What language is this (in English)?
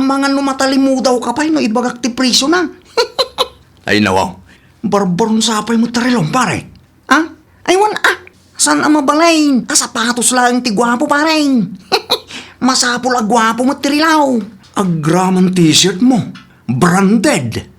Iloko